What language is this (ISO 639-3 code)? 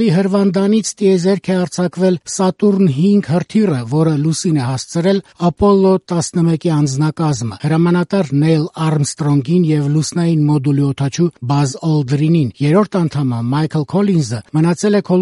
hye